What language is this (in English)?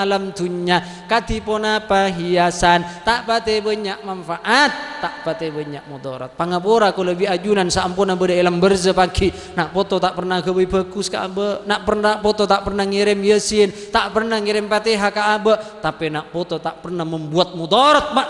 Madurese